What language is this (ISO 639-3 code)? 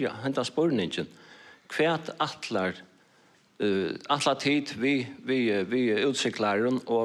fao